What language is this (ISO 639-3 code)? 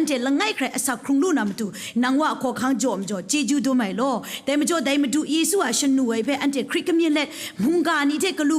kac